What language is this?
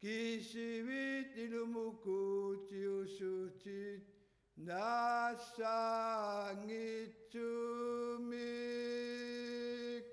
Kalaallisut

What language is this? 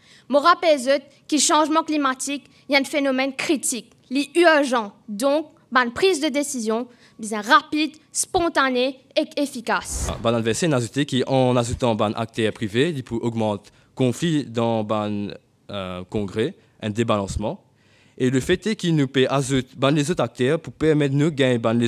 Morisyen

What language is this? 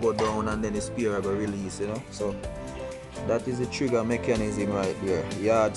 Jamaican Creole English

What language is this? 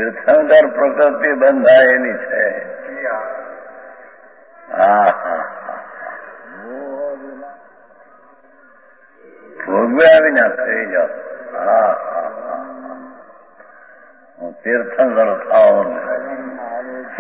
Gujarati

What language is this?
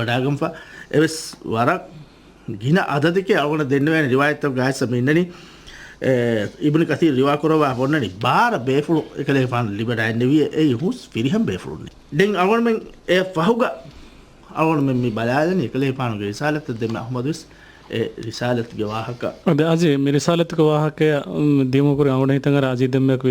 Divehi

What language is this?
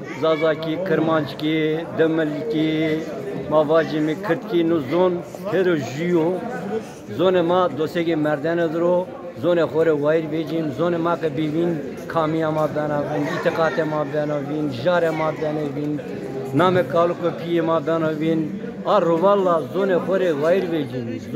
Zaza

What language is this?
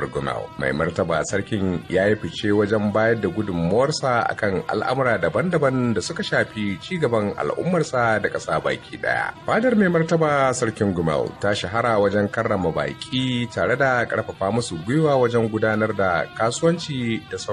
Hausa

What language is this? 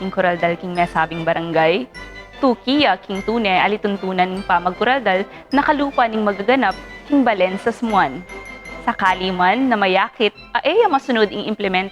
Pampanga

